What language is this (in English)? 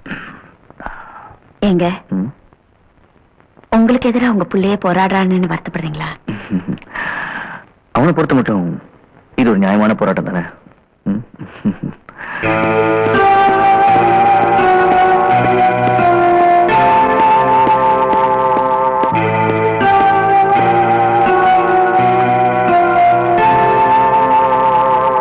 Tamil